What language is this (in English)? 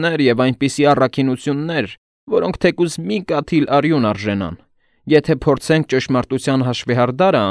Armenian